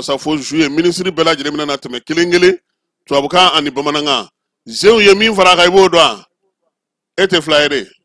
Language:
Bambara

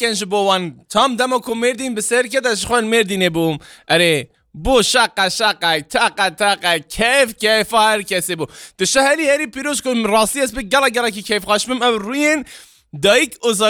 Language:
Kurdish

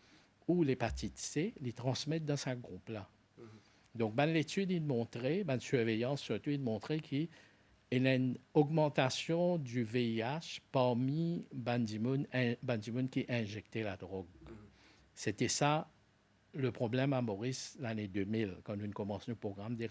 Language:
Morisyen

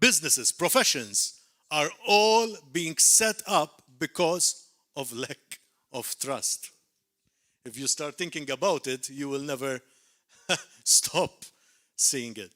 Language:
English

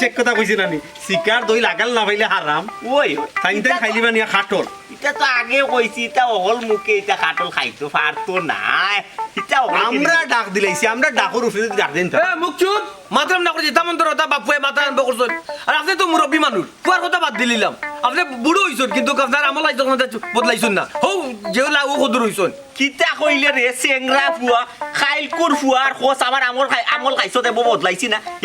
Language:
Sylheti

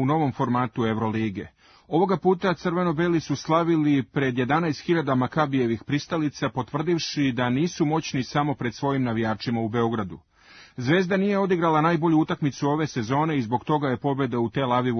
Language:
Serbian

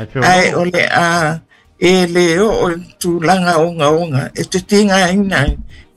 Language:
Samoan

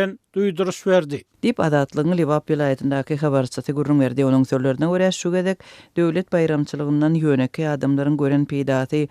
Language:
Turkmen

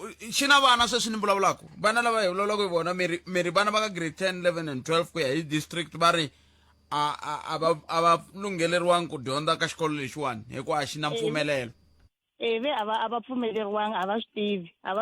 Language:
Tsonga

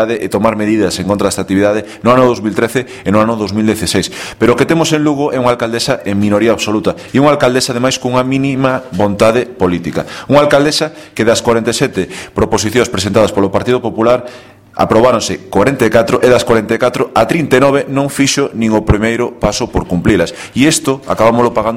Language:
Galician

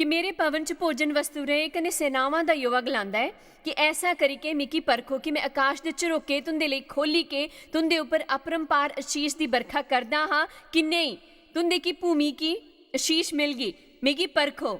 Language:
Dogri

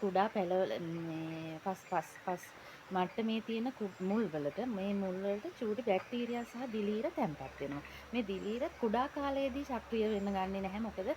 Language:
Sinhala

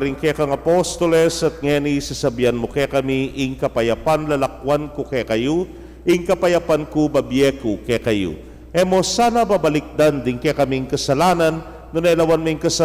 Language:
Pampanga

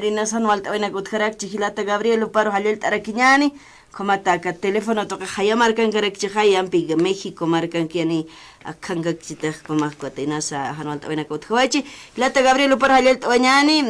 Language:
Aymara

